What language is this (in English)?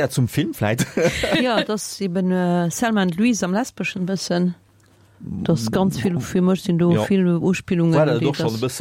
Luxembourgish